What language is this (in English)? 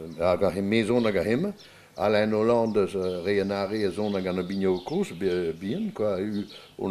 Breton